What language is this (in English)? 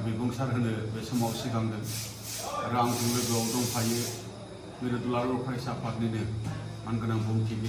Bodo